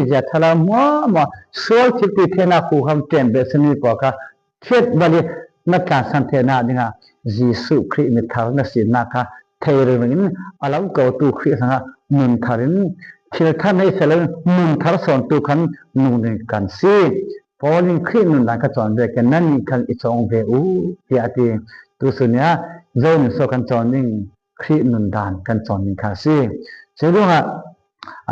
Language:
Falam Chin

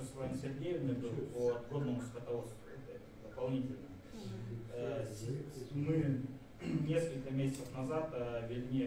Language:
Russian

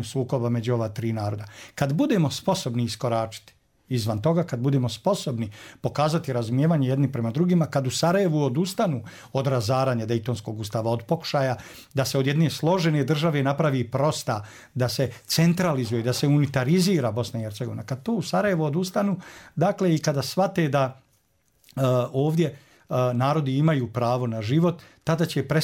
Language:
Bosnian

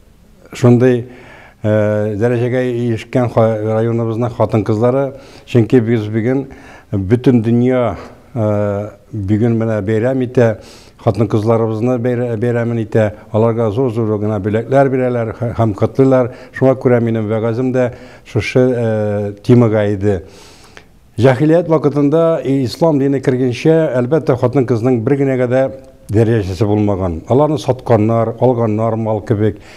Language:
Tatar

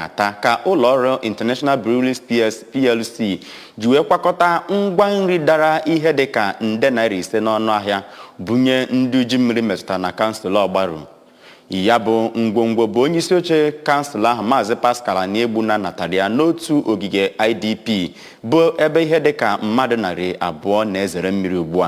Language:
Igbo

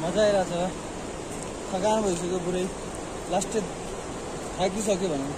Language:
Nepali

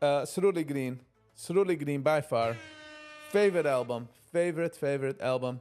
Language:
Yiddish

